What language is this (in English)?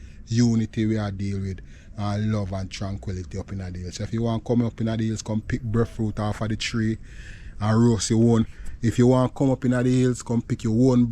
Jamaican Creole English